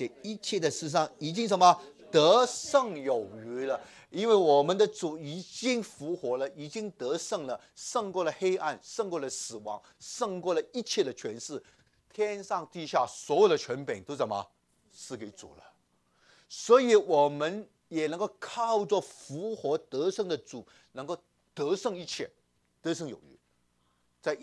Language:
Chinese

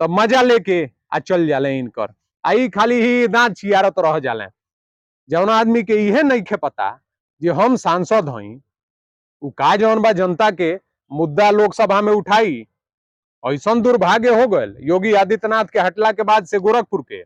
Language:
Bhojpuri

